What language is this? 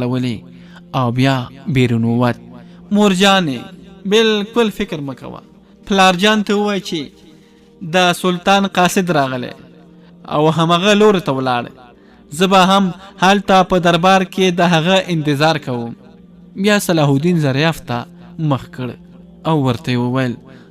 Pashto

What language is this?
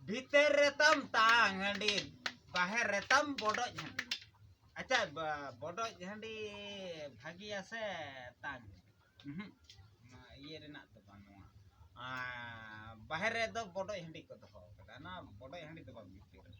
Santali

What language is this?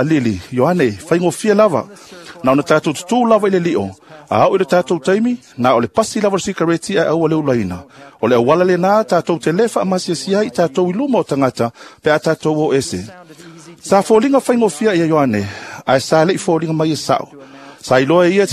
Samoan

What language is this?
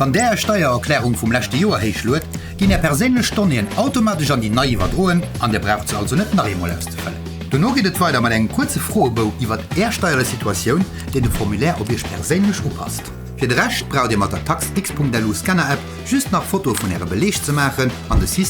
Luxembourgish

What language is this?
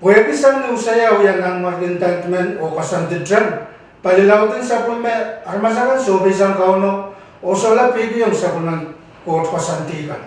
Pohnpeian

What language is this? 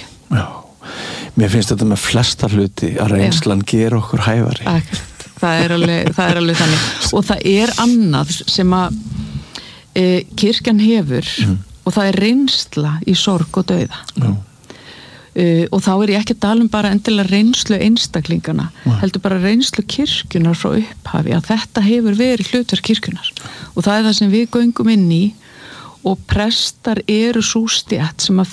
Icelandic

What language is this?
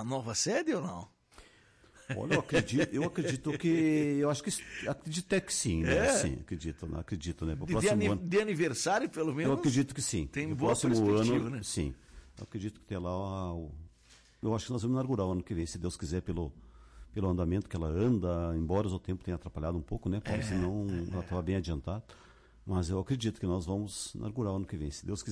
Portuguese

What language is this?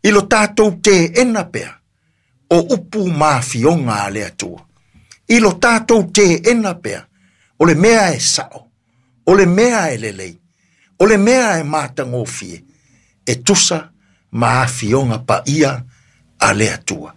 Samoan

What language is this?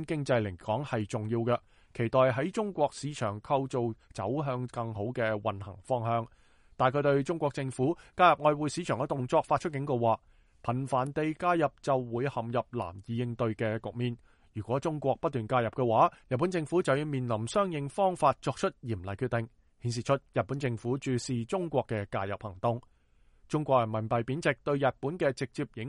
Cantonese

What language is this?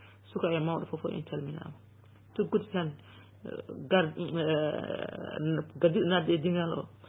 Fula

